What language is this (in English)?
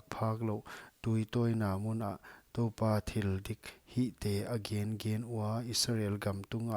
Paite Chin